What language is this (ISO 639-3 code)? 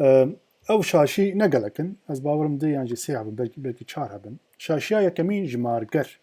kur